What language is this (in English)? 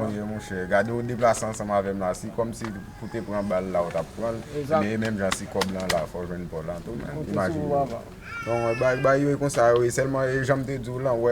Haitian Creole